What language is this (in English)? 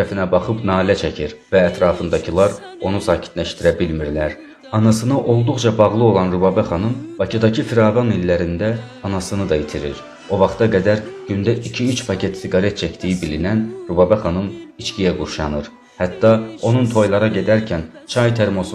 South Azerbaijani